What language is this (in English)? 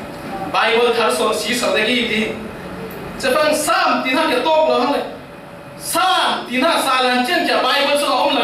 Falam Chin